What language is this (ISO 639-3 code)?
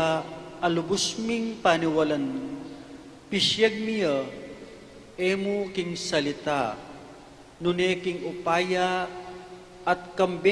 pam